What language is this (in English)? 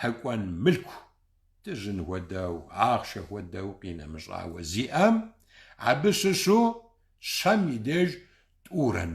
Kabardian